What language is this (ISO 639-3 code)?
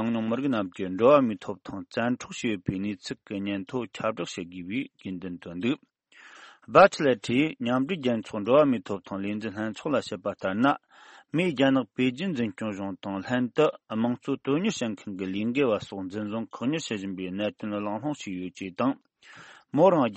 bod